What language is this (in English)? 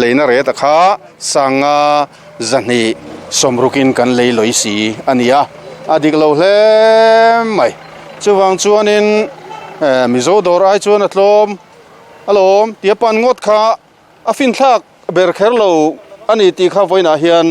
Mizo